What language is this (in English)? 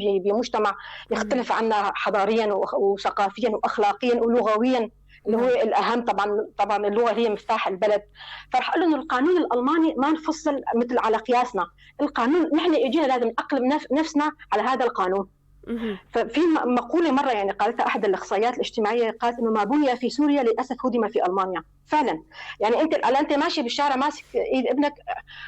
North Levantine Arabic